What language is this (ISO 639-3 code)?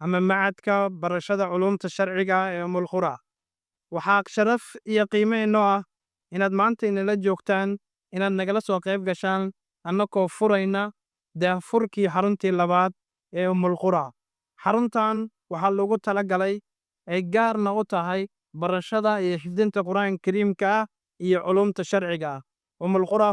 som